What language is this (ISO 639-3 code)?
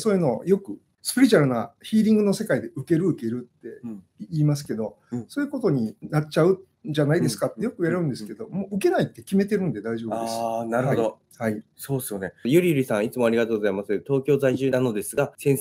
jpn